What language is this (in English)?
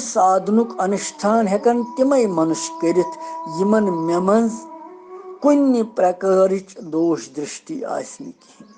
Kashmiri